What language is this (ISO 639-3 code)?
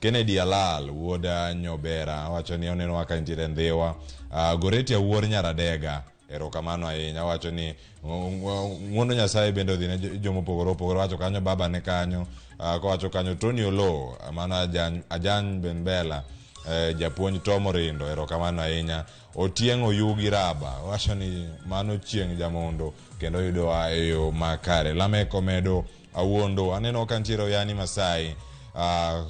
luo